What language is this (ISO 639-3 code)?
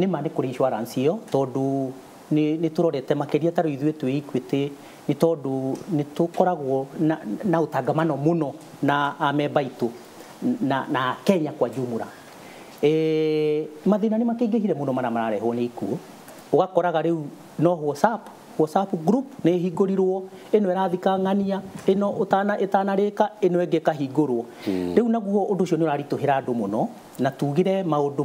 kik